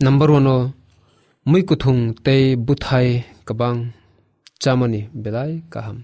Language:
Kok Borok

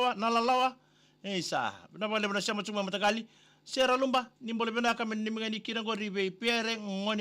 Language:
Fijian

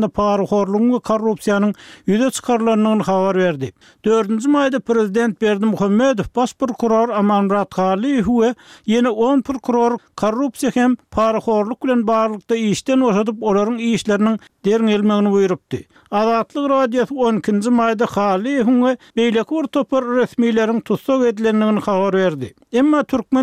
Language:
Turkmen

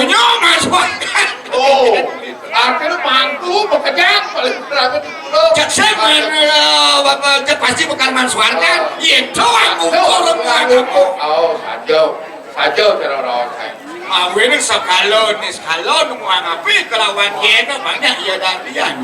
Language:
Balinese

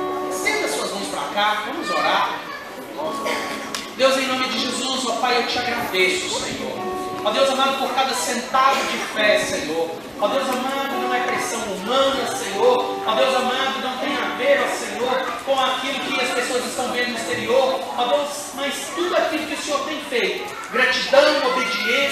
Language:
Portuguese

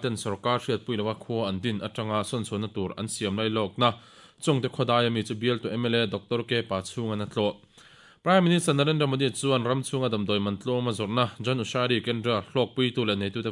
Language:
Mizo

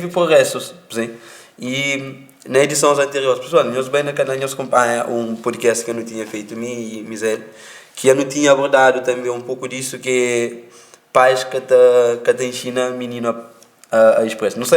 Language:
Kabuverdianu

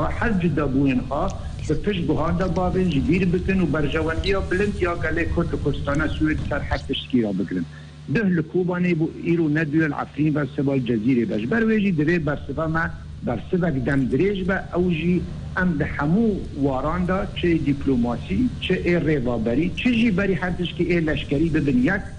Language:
Kurdish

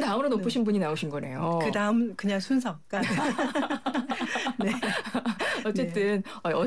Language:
Korean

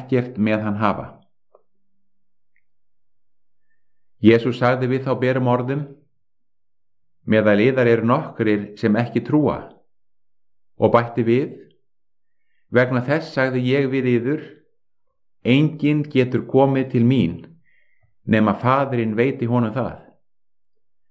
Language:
Icelandic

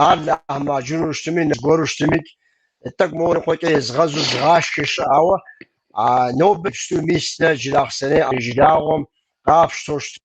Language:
Kabardian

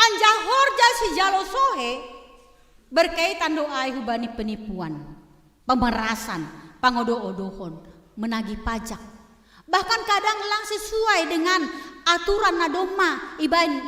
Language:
Batak Simalungun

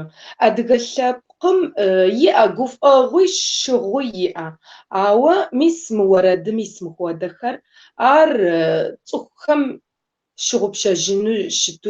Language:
Kabardian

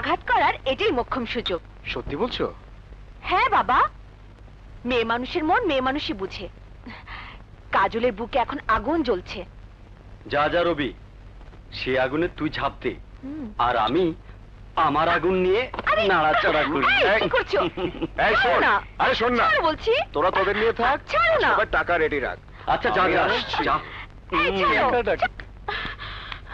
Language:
Bangla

